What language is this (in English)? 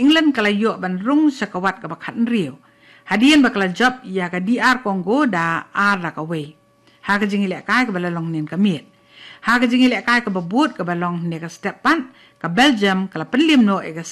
Khasi